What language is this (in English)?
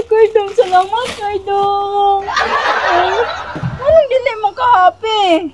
Cebuano